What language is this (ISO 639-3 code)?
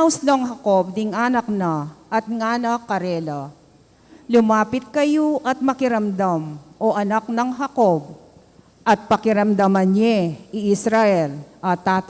pam